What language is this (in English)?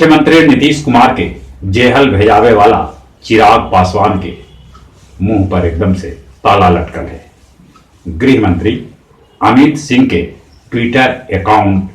Magahi